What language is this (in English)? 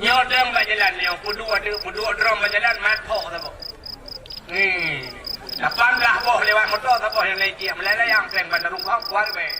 Achinese